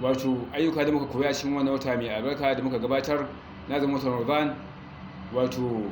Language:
Hausa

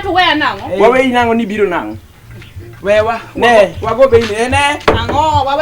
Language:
Luo (Kenya and Tanzania)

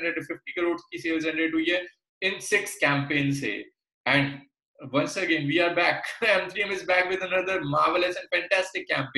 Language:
Hindi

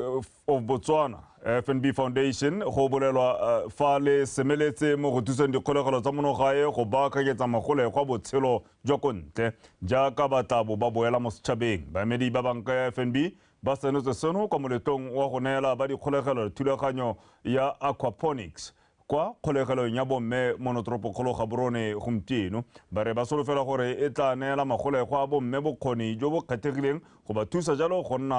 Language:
Tswana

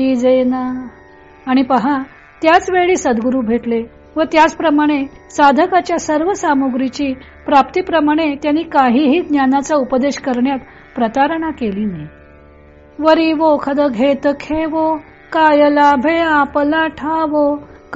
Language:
Marathi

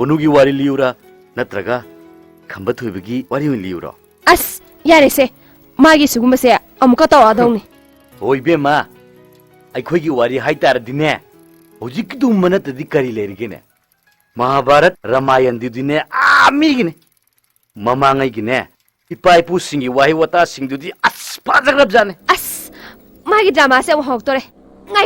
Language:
Manipuri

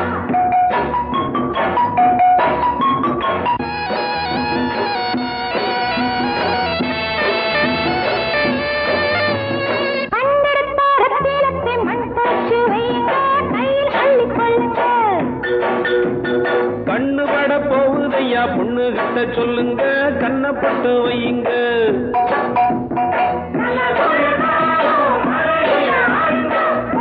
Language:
Tamil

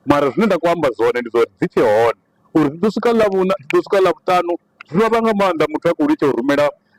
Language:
Venda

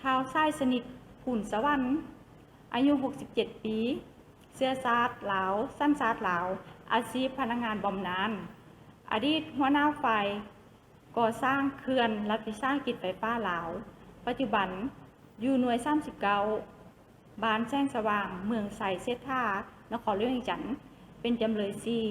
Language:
Lao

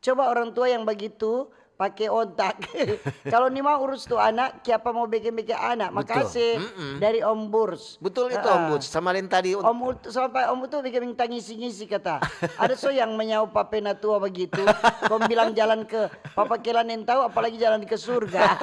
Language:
Manado Malay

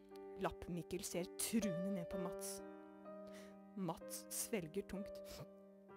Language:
Norwegian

